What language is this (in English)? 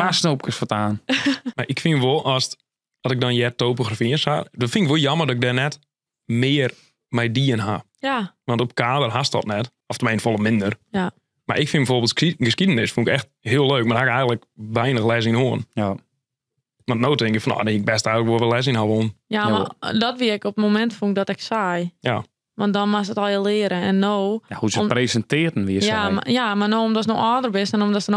Western Frisian